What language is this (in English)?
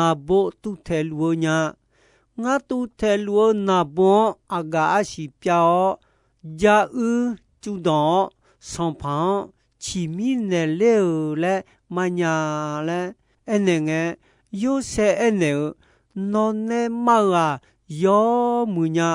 Akha